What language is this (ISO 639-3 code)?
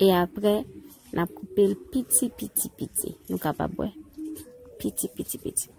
hat